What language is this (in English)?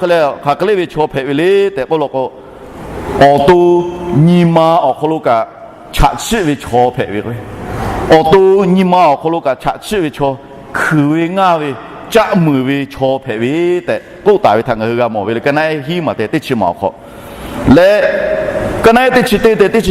Lahu